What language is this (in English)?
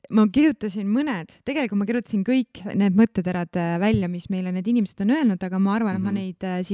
Estonian